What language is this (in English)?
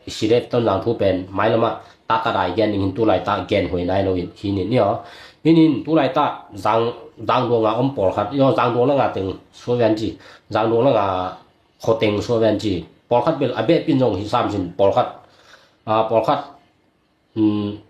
Tedim Chin